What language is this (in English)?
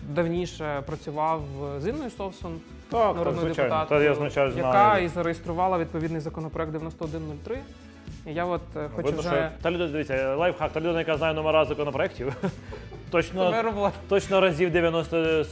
Ukrainian